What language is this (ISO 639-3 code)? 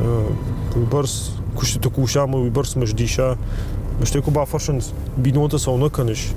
oss